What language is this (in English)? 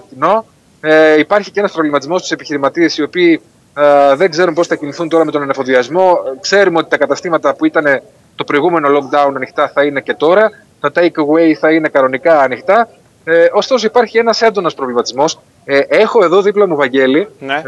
Greek